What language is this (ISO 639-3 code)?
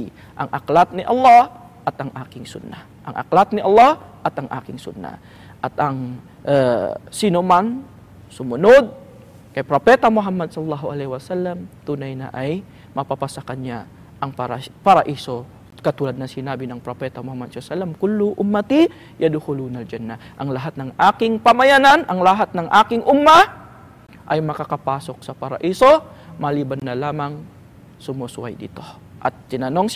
fil